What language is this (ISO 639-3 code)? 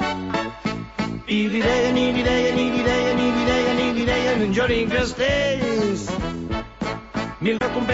cat